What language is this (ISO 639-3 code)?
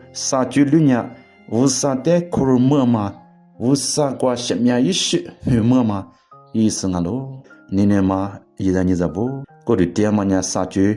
lis